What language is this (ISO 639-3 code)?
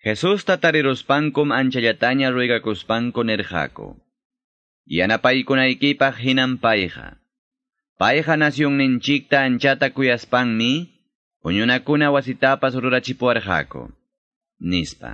que